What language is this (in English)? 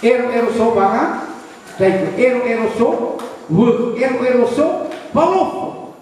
Nias